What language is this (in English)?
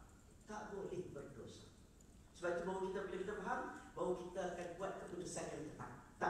Malay